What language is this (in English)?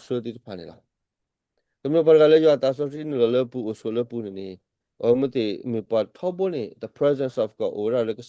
S'gaw Karen